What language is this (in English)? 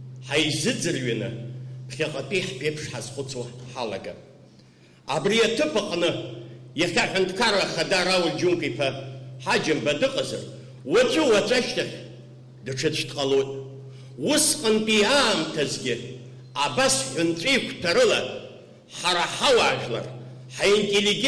Abkhazian